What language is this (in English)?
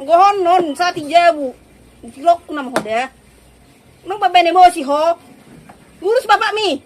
Batak Toba